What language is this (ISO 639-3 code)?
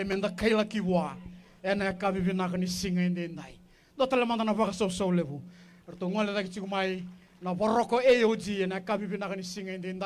fij